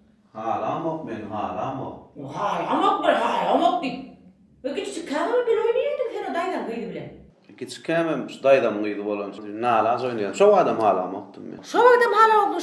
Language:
Turkmen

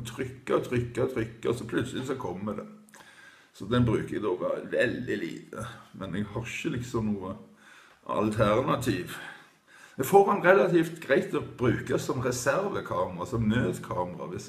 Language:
Norwegian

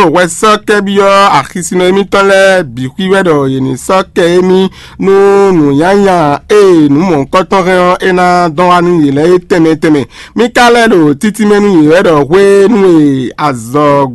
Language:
Fon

